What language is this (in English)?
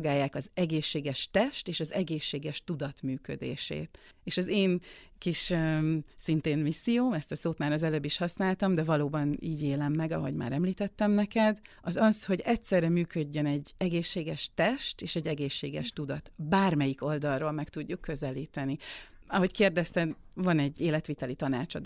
Hungarian